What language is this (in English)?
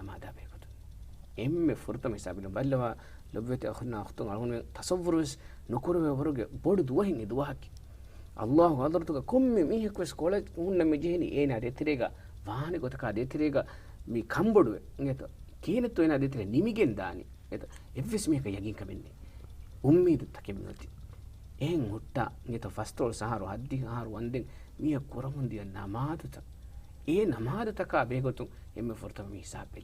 Divehi